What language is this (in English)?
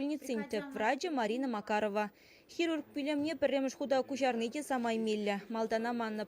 Chuvash